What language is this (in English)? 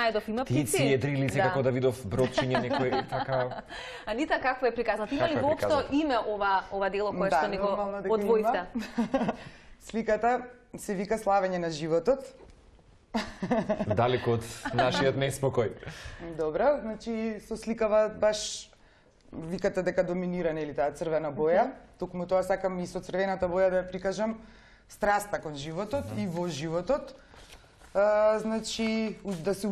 Macedonian